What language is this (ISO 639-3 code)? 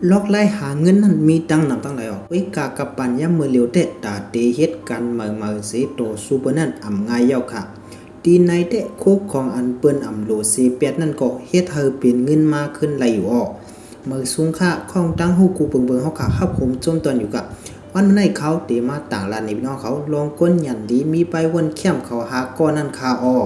shn